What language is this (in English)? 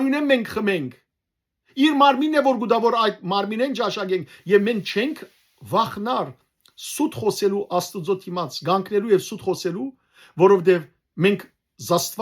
Western Armenian